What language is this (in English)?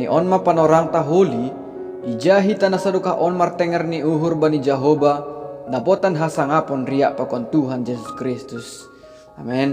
Batak Simalungun